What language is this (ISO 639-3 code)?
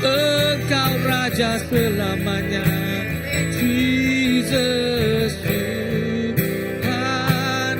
iba